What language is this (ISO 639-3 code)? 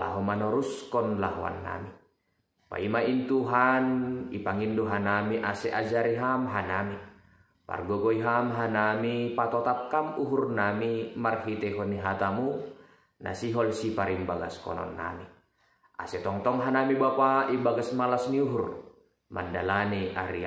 bts